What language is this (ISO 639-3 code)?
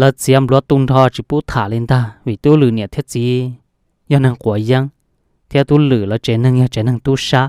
hmn